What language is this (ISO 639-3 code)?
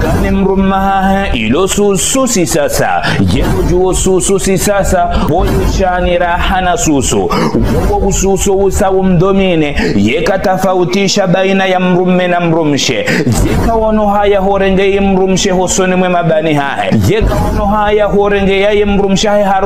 zdj